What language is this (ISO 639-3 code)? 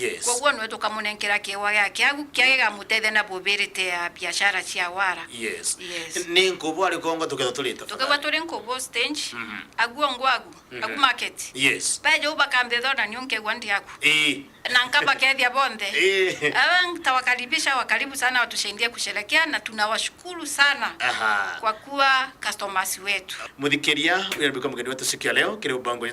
mer